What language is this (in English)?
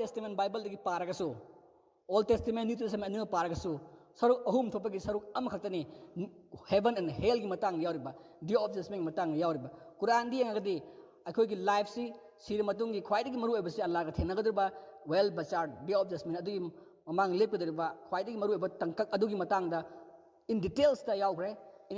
Manipuri